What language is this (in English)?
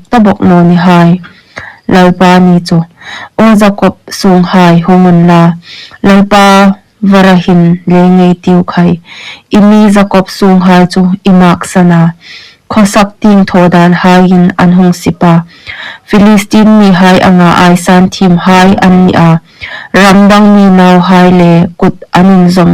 Hmar